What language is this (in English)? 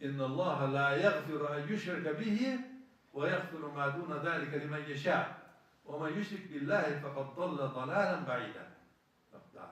Ingush